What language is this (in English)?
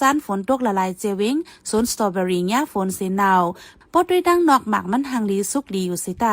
Shan